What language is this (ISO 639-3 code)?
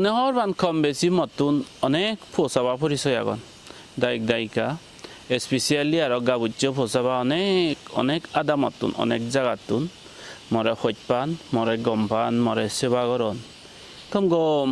ccp